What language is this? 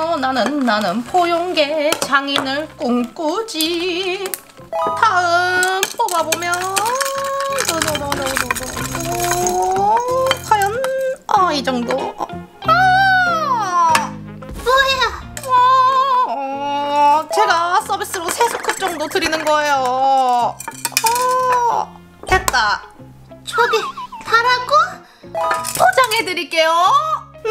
Korean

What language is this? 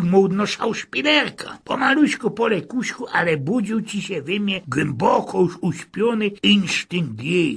Silesian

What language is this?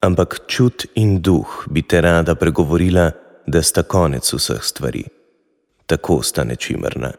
Slovenian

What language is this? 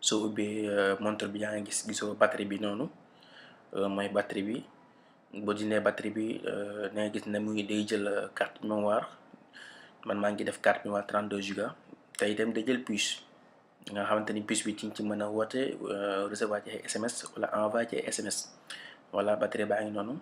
Wolof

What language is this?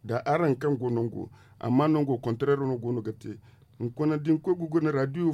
Zarma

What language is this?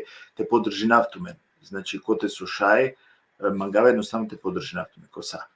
Balkan Romani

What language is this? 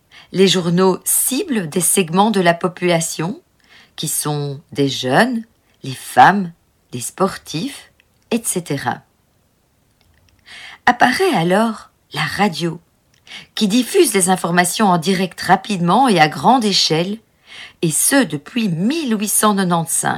French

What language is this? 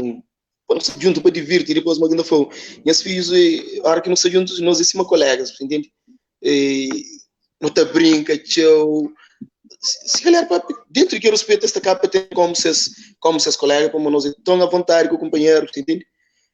Kabuverdianu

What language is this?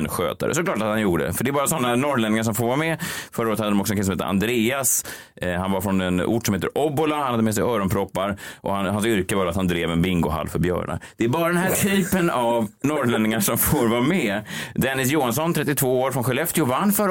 Swedish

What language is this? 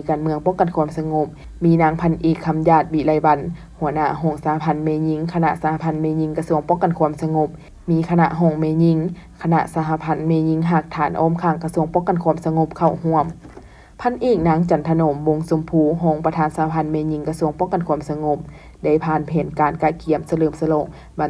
Lao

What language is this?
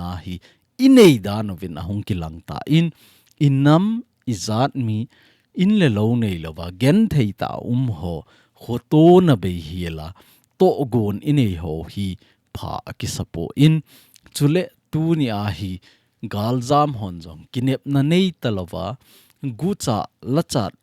Thado Chin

